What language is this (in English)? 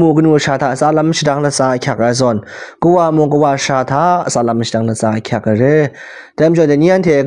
Kachin